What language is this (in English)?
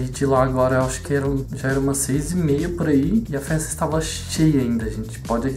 Portuguese